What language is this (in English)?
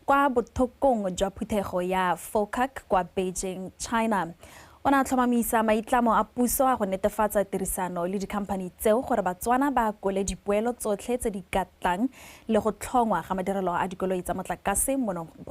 Tswana